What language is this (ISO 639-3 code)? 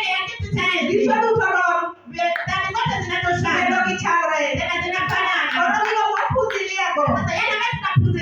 luo